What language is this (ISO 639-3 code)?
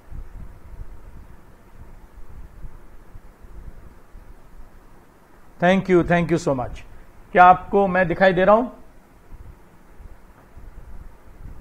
hin